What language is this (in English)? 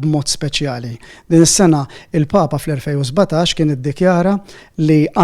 Maltese